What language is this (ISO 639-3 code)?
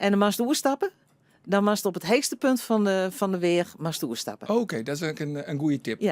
fry